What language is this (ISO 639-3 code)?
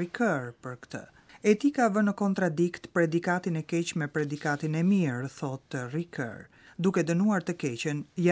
sqi